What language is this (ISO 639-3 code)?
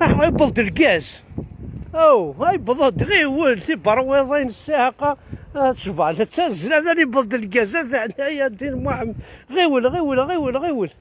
kab